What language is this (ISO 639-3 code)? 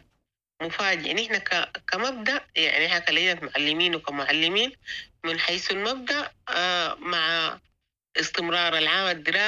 apd